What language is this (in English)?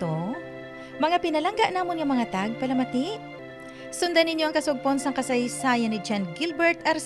Hiligaynon